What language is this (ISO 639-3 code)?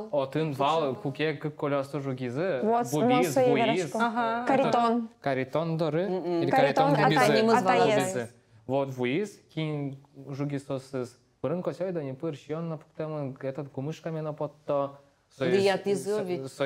udm